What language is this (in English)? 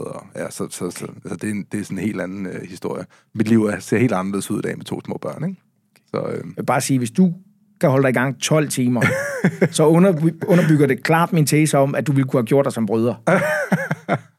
Danish